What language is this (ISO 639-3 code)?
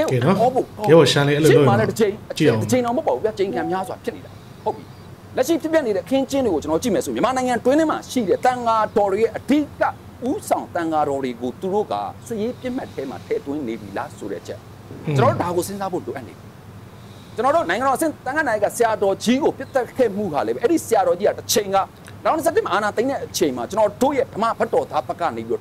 mya